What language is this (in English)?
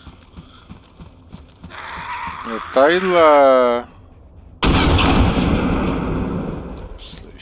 Czech